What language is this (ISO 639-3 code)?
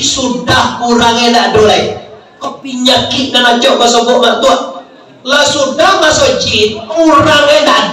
min